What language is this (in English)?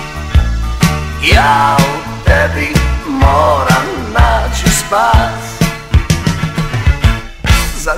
Serbian